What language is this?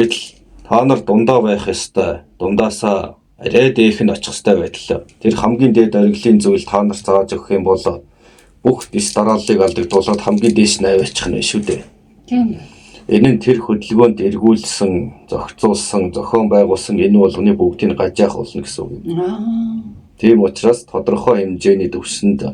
Mongolian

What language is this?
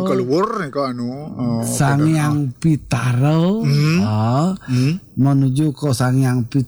Balinese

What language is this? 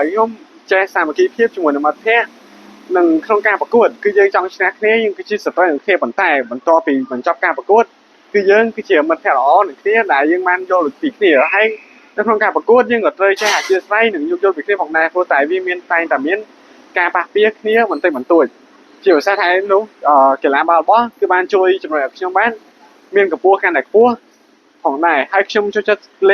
Khmer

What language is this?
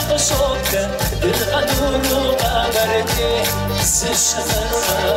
Kabardian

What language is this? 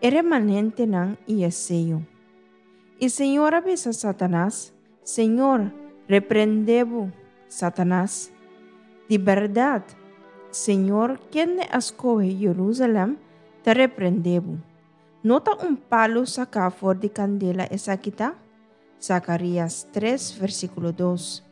Papiamento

